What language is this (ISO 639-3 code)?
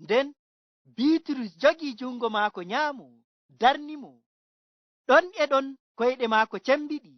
fuv